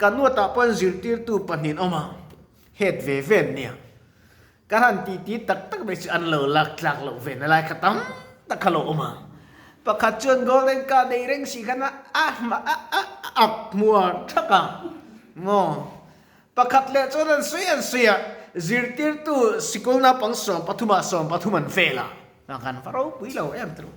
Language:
Mizo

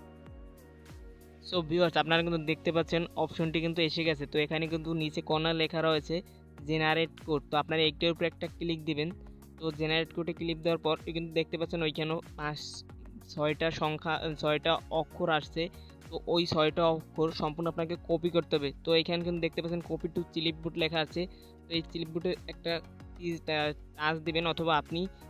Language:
Bangla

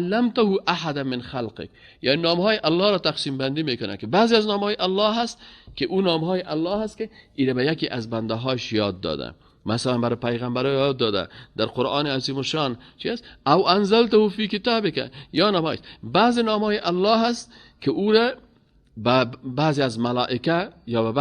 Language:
Persian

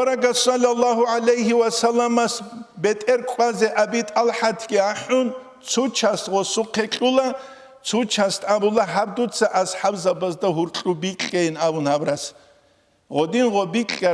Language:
Avaric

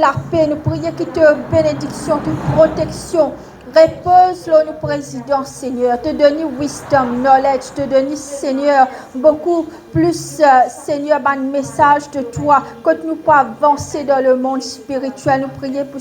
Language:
Morisyen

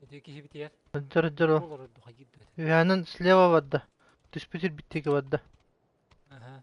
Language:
Yakut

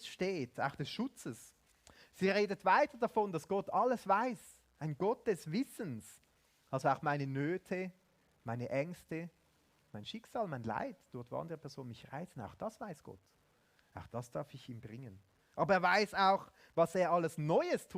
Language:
Swiss German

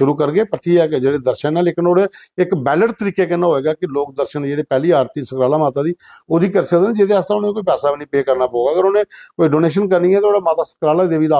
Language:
Dogri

